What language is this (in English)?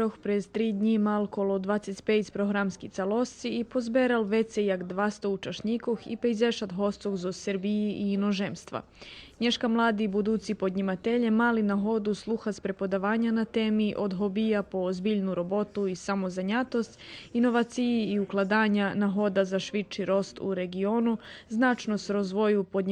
Rusyn